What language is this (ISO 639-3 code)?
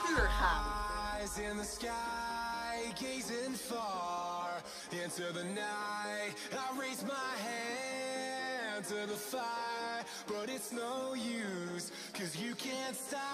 nld